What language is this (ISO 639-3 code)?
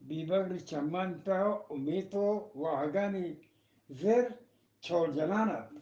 bgp